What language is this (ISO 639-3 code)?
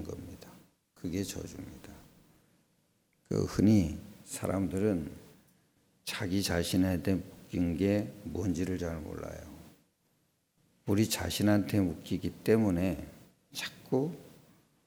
kor